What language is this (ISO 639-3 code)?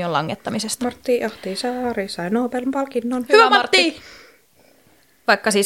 fin